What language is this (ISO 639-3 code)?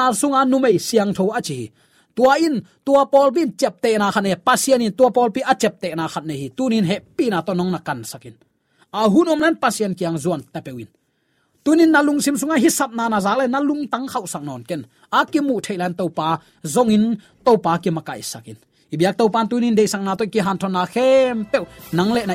ctd